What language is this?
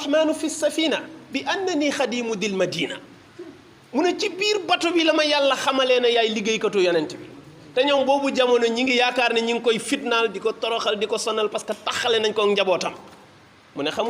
Wolof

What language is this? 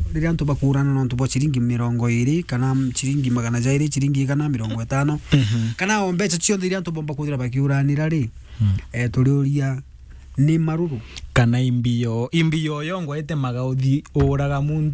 Meru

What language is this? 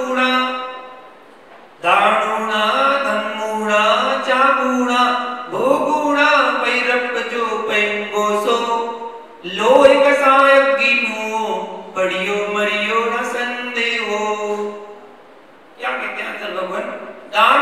Hindi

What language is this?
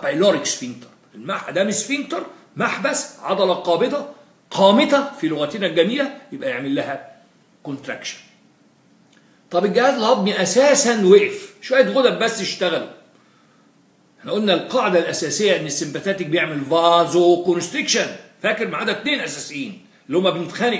Egyptian Arabic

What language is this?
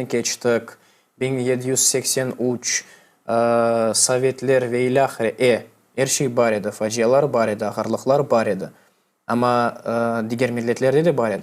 Crimean Tatar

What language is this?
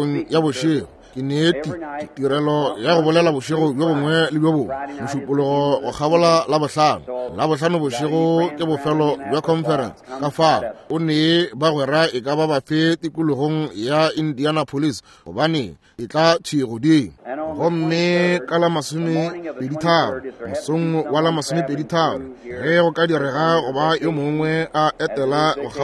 Northern Sotho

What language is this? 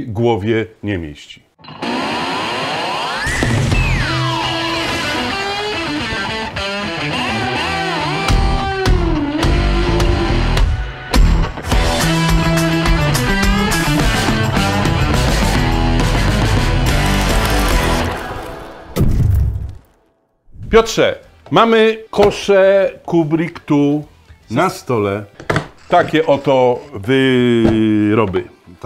Polish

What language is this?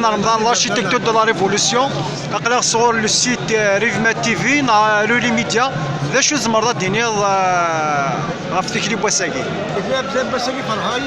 Kabyle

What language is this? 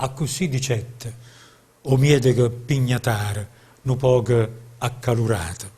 Neapolitan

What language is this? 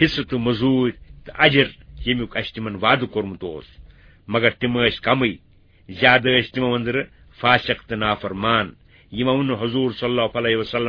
Kashmiri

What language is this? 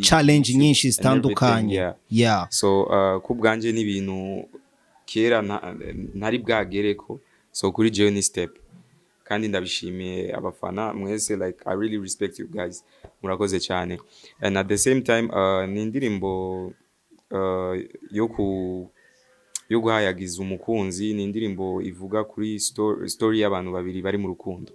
Rundi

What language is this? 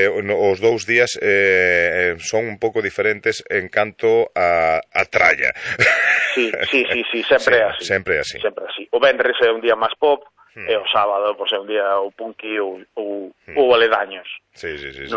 Galician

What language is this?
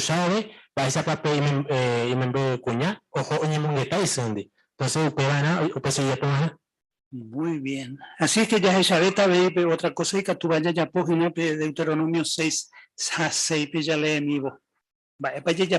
Guarani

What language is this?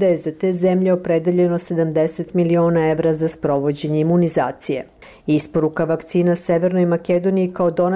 Serbian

